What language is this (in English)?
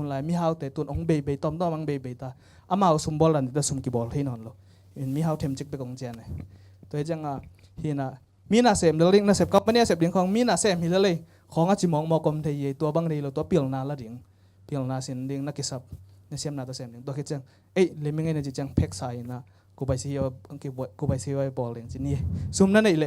Tedim Chin